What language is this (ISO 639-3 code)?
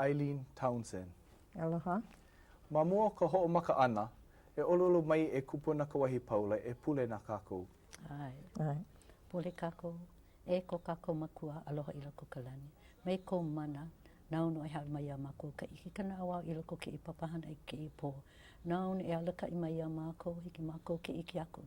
haw